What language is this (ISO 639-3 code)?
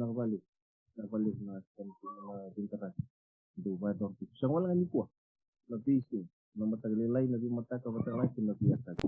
fij